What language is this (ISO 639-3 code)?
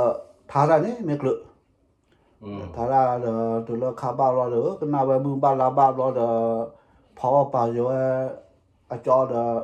ksw